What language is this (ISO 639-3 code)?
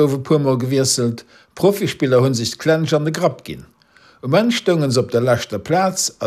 ltz